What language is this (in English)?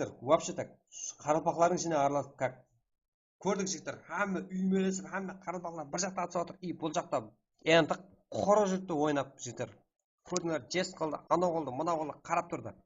Kara-Kalpak